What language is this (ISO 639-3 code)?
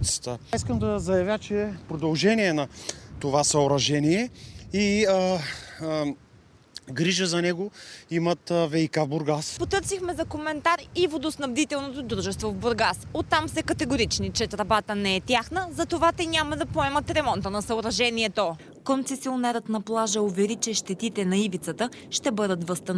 bul